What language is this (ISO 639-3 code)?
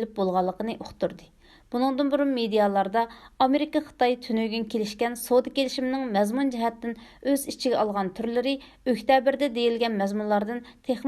uig